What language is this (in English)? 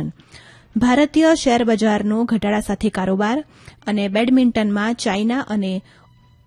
Gujarati